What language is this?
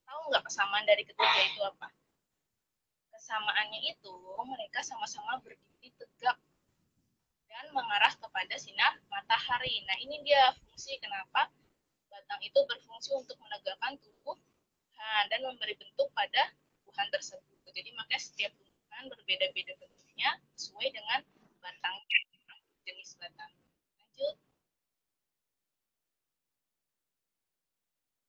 Indonesian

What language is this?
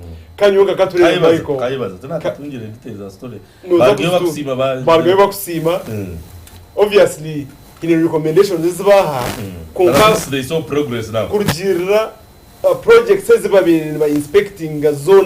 Nyankole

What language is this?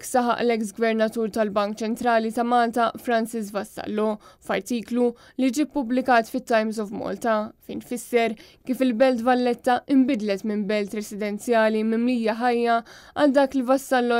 Maltese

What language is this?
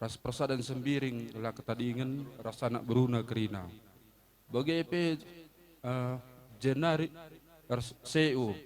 Batak Karo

